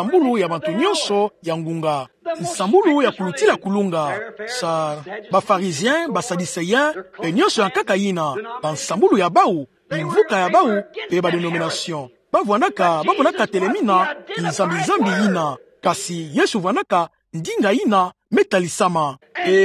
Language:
Kituba (Democratic Republic of Congo)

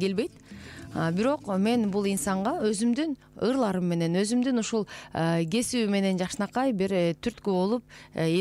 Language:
Kyrgyz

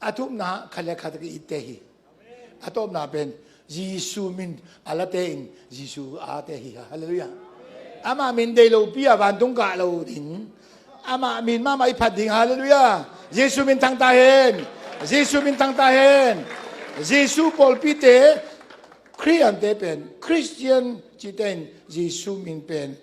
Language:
Tedim Chin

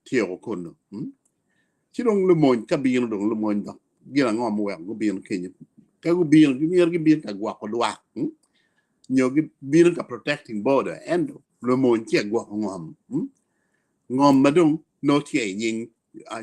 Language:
Acoli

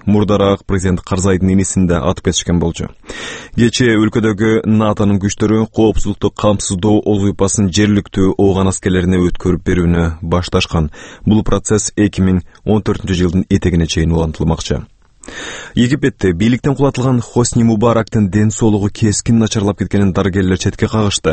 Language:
Kyrgyz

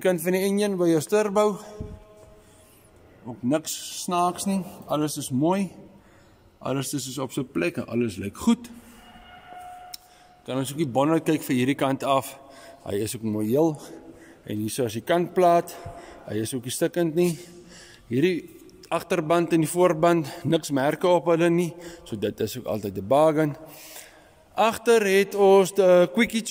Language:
Afrikaans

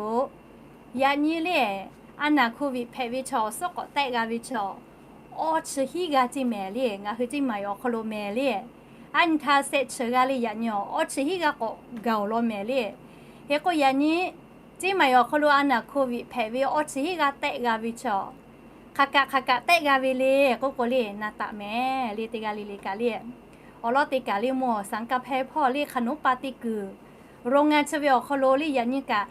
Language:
Lahu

